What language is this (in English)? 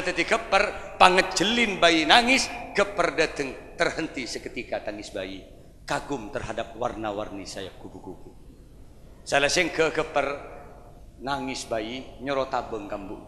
Madurese